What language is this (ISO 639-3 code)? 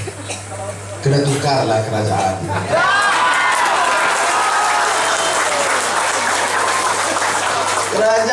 msa